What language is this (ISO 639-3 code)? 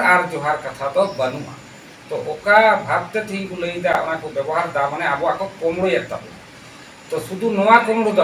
sat